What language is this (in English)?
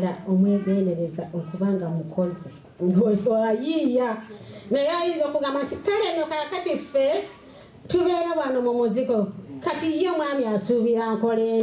Ganda